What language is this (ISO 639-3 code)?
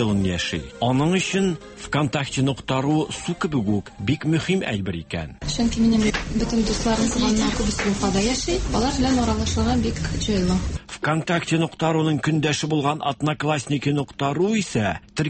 tat